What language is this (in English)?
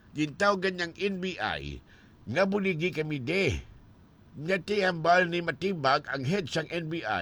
Hiligaynon